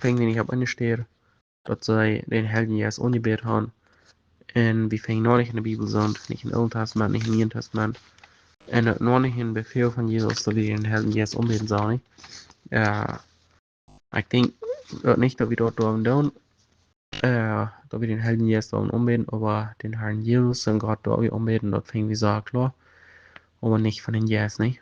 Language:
Plautdietsch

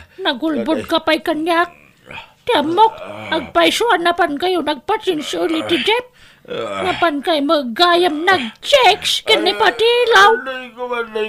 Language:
Iloko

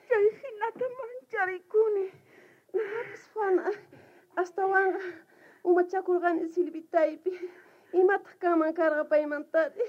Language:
South Bolivian Quechua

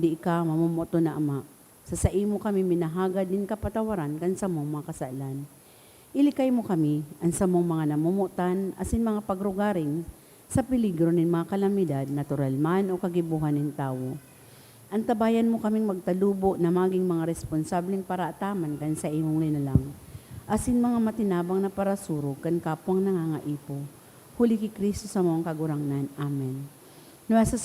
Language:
Bikol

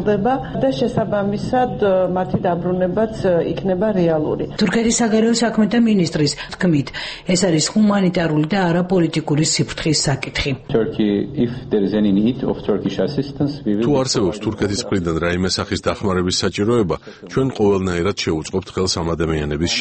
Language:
Georgian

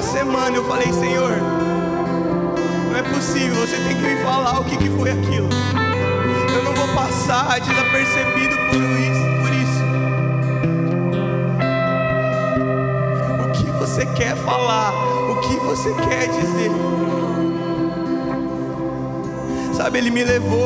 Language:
Portuguese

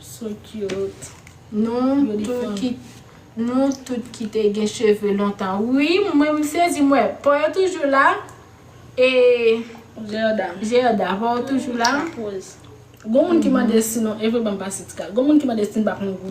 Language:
Haitian Creole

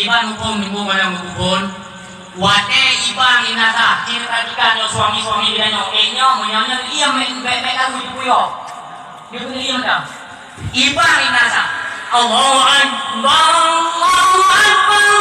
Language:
Achinese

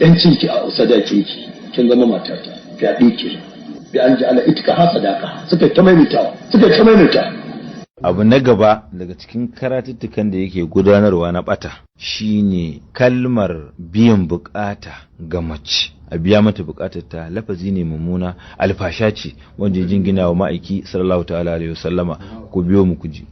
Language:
Hausa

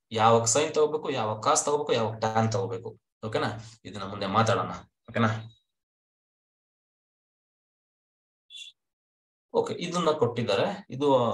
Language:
Kannada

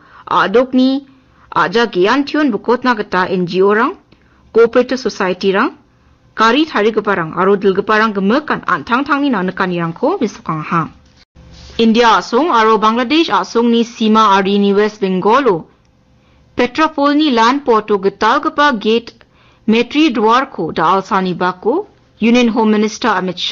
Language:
Garo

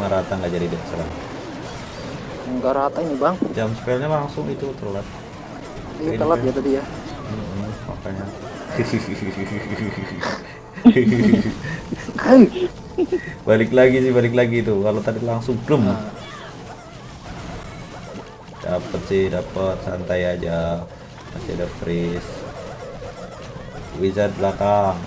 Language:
Indonesian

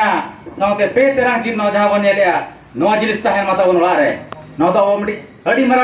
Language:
Santali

